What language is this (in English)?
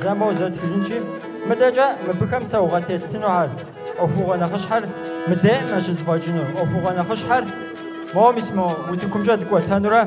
Kabardian